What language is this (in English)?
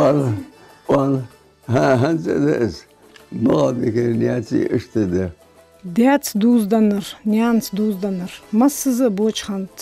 Ingush